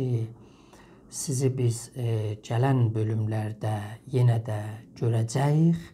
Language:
South Azerbaijani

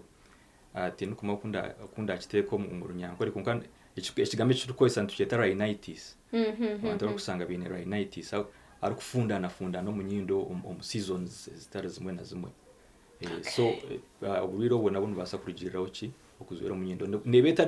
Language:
Nyankole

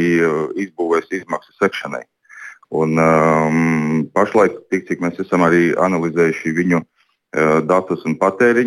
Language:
Latvian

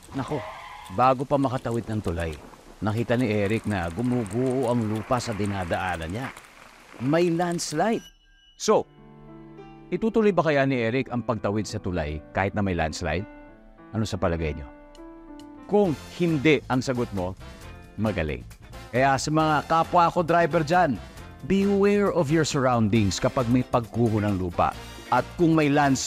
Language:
Filipino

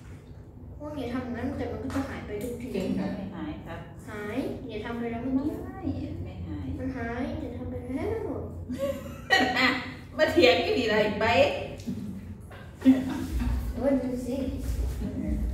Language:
Thai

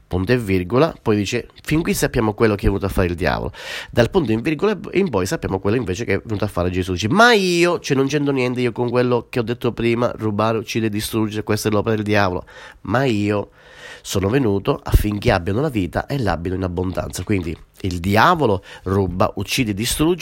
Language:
Italian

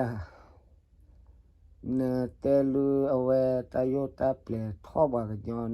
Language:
S'gaw Karen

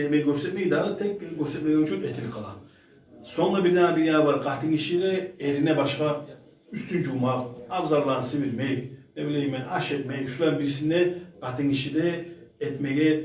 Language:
Kumyk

